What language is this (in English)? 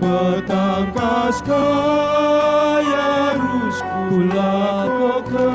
Batak Karo